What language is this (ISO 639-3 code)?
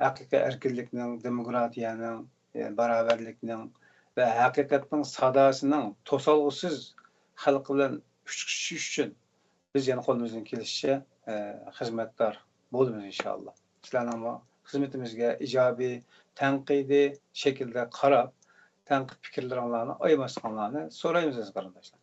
uig